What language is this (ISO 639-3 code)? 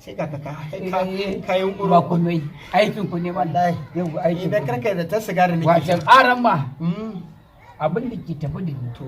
hau